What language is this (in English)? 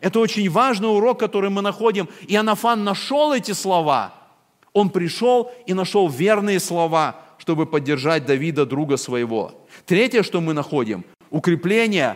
Russian